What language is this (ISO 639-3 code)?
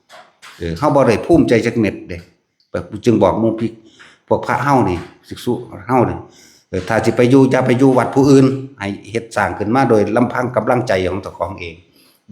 tts